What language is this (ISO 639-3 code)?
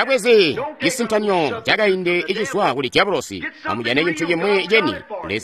toi